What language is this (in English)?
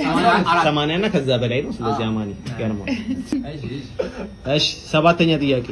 Amharic